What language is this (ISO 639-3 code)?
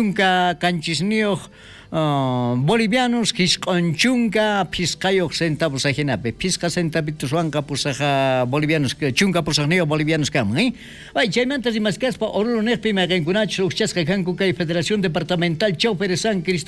quh